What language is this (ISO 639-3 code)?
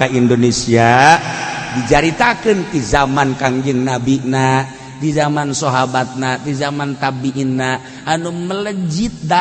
sun